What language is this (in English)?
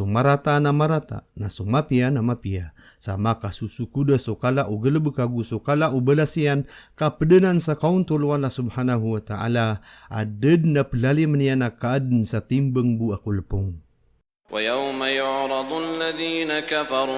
Maranao